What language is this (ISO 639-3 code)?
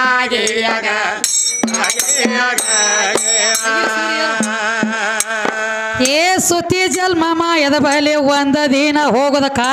kan